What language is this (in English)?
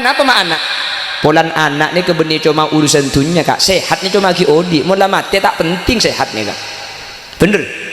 Madurese